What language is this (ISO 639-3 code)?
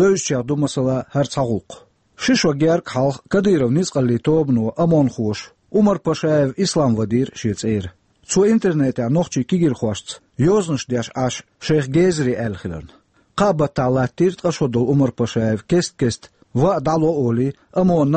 che